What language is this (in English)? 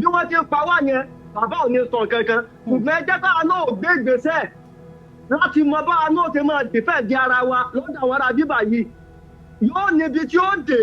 Yoruba